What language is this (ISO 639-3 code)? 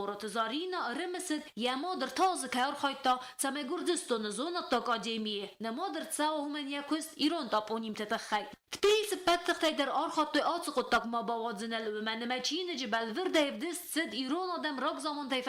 oss